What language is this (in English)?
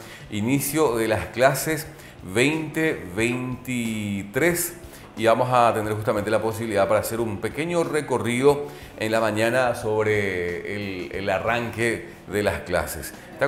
Spanish